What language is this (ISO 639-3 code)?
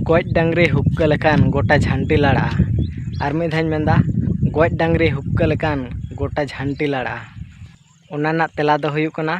sat